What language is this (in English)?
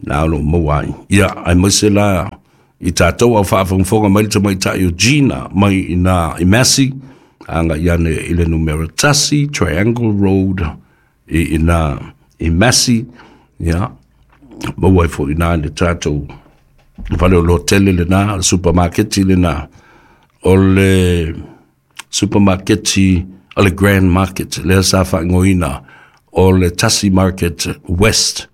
Samoan